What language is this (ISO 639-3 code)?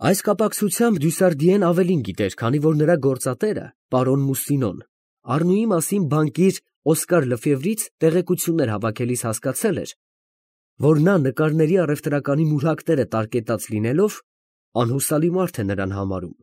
hye